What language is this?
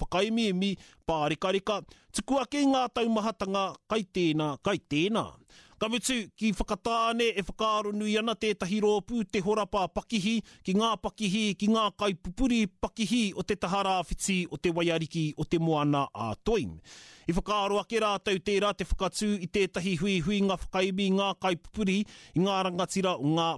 Māori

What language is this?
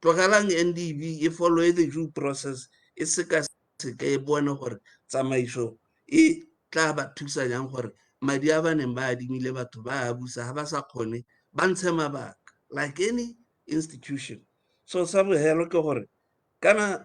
Tswana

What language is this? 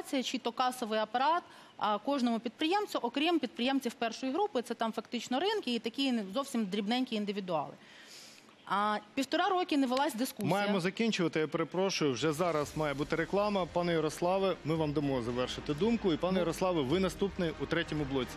Ukrainian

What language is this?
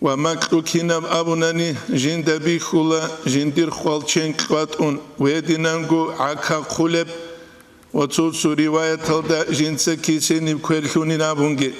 Avaric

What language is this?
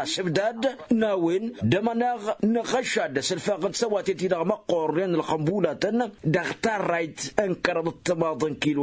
Tamasheq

